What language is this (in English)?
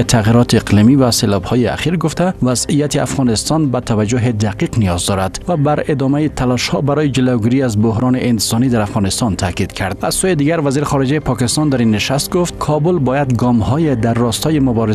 Persian